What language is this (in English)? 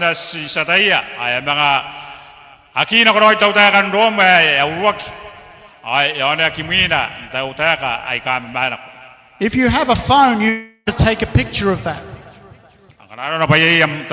Gilbertese